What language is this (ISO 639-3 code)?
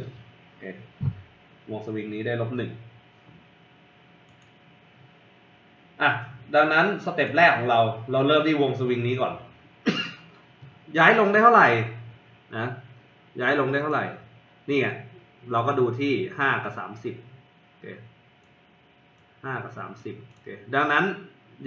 tha